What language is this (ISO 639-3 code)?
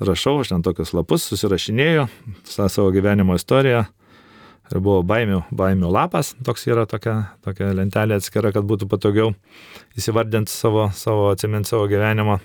lit